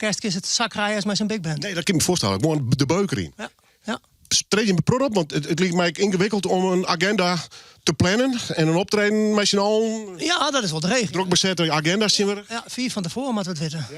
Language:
Western Frisian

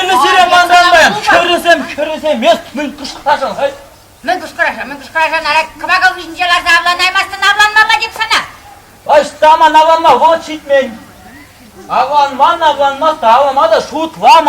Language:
Chuvash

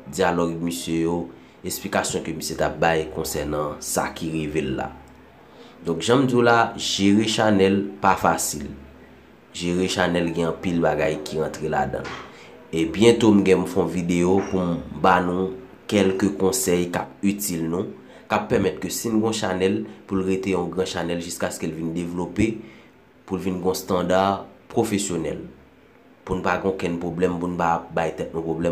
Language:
Haitian Creole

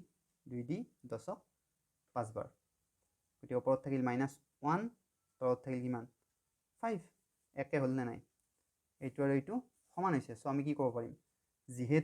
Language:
Assamese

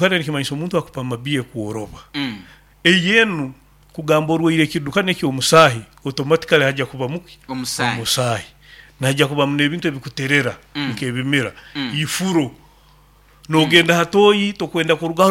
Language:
Nyoro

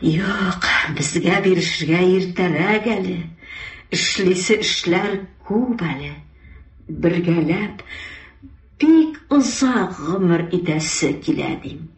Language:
Tatar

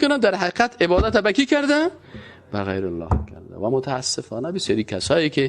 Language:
Persian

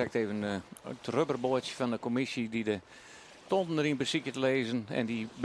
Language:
Western Frisian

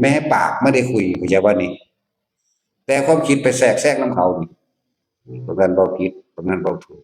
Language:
Northeastern Thai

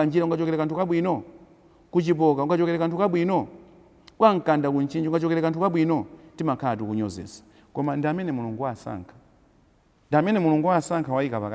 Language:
Nyanja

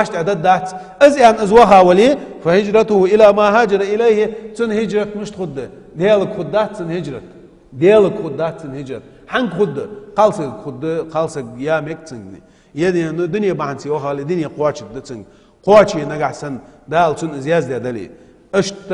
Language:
Ingush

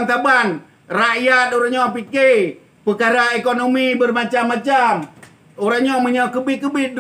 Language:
Achinese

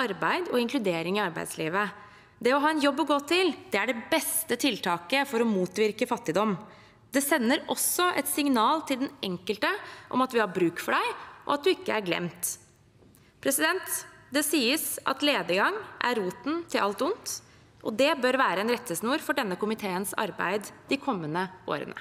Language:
Norwegian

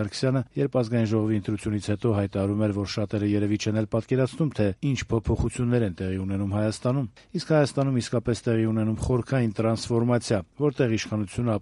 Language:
Armenian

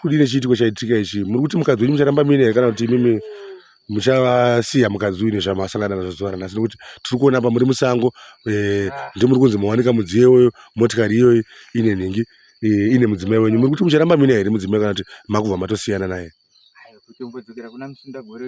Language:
Shona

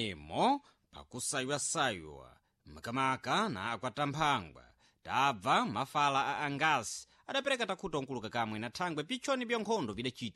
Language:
Sena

